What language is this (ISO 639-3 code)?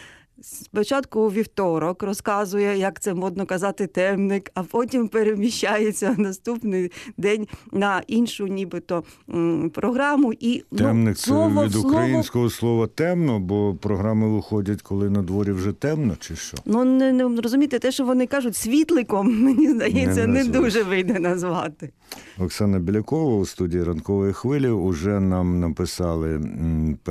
ukr